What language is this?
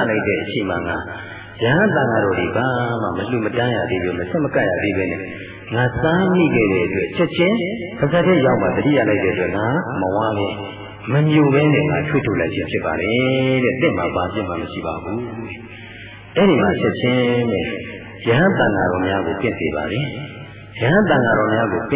Burmese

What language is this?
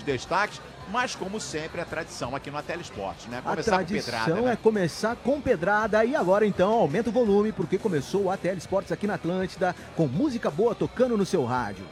Portuguese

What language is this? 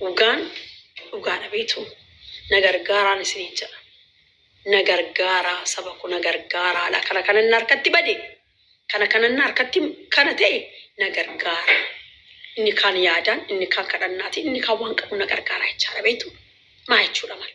Oromo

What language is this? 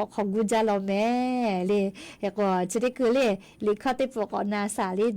Lahu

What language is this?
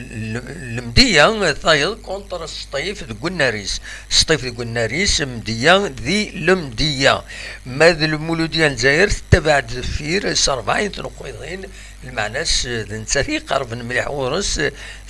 Kabyle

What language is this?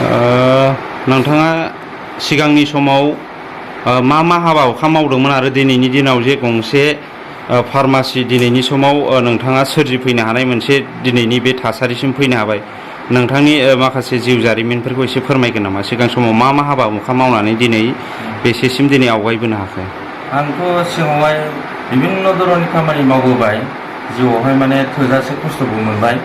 Bodo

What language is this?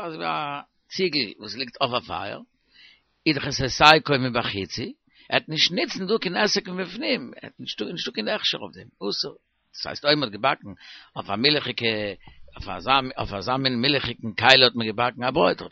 Yiddish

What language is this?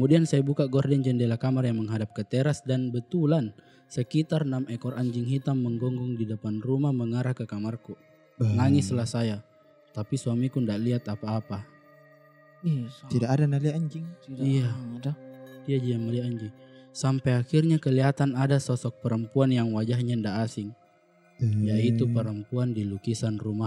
Makassar Malay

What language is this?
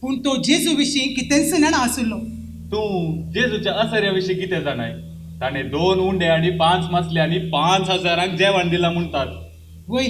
Konkani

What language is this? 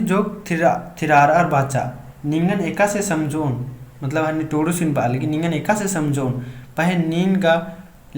Kurukh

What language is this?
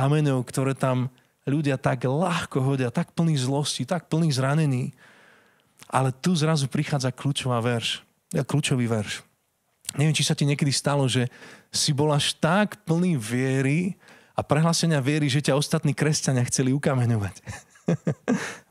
Slovak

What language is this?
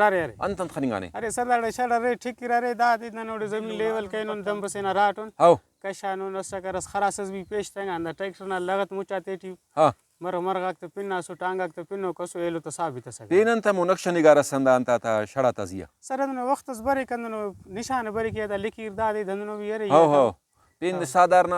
Brahui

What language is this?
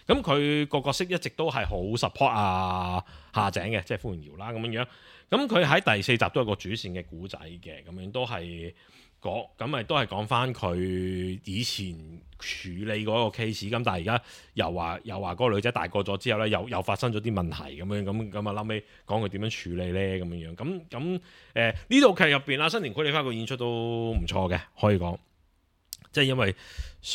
Cantonese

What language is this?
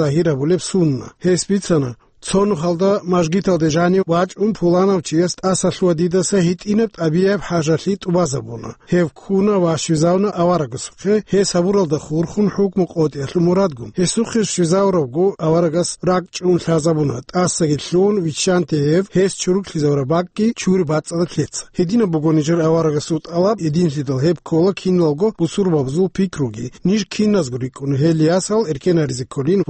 Avaric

